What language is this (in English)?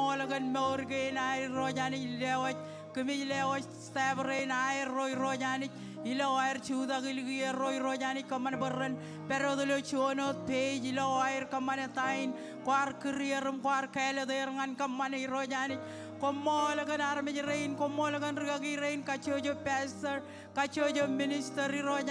Marshallese